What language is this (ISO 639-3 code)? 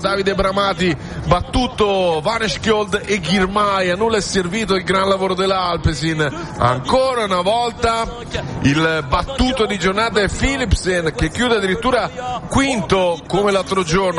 ita